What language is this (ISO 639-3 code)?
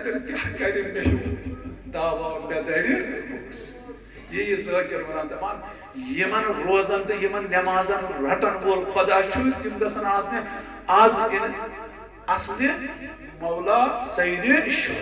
kas